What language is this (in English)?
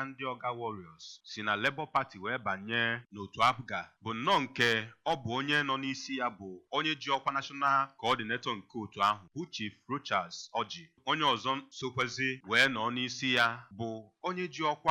Igbo